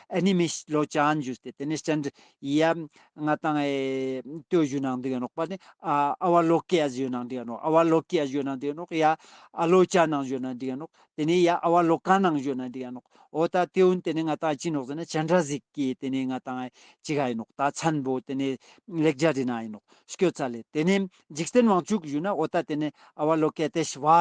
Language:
Ladakhi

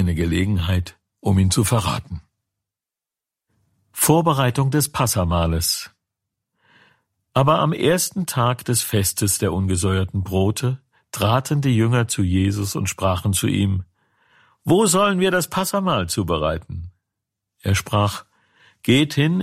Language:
German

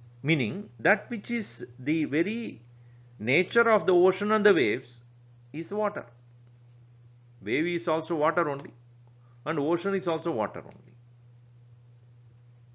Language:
English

